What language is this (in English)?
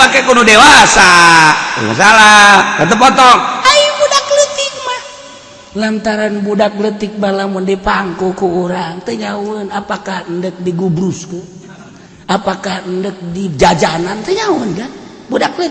Sundanese